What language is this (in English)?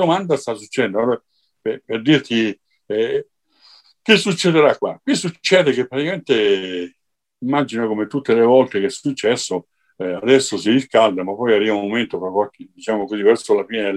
Italian